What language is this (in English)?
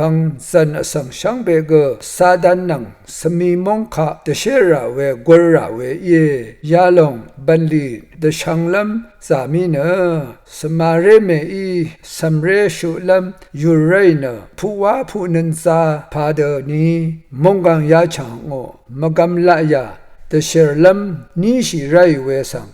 Rawang